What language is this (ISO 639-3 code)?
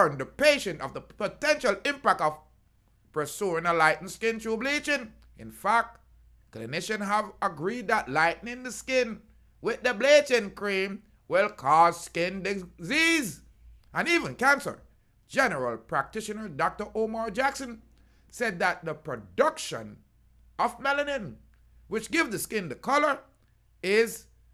jam